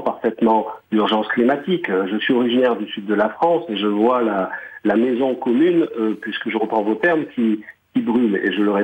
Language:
French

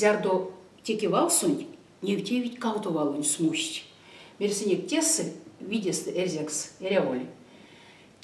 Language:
Erzya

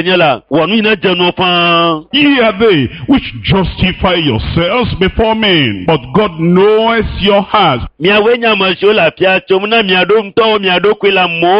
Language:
Ewe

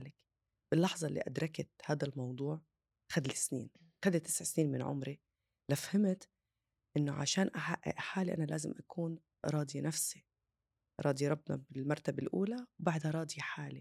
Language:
North Levantine Arabic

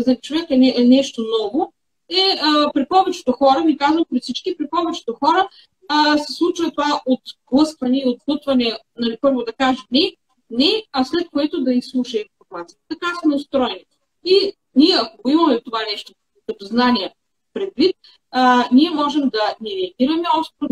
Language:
Bulgarian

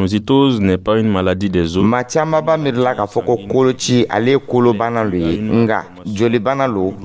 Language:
Dyula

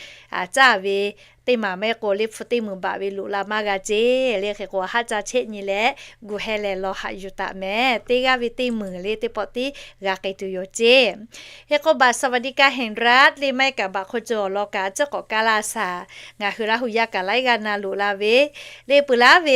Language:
Lahu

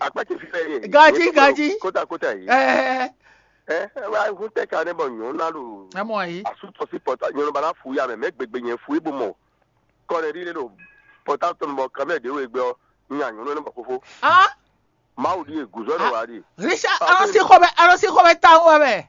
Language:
Fon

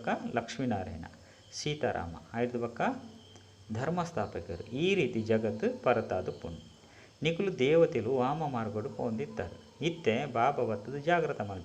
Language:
Tulu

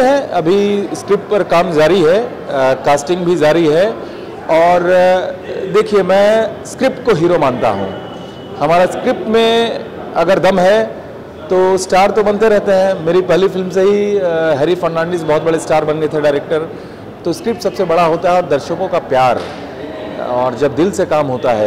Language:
Hindi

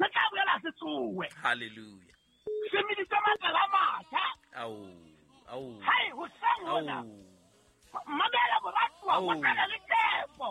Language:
Southern Sotho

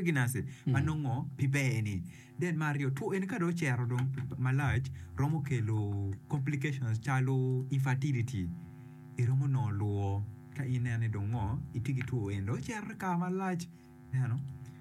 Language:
Acoli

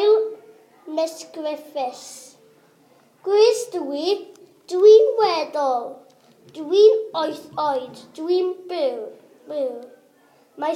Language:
Welsh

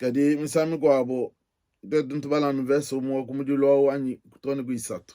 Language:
Luba-Lulua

